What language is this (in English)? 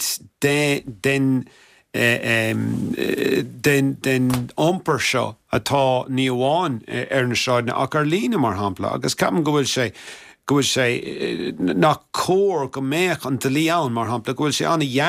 Irish